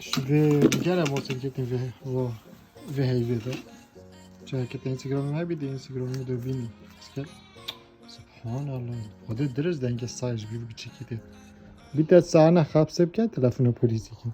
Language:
Kurdish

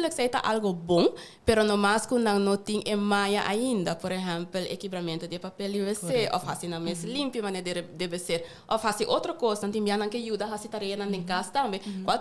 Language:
Papiamento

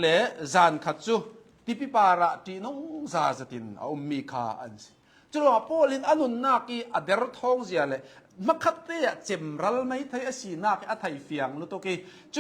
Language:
Hakha Chin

